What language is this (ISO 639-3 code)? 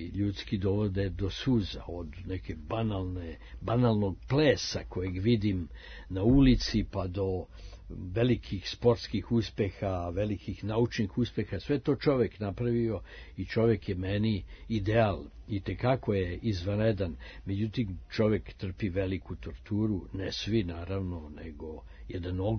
srp